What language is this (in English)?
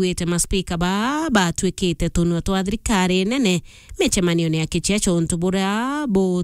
Meru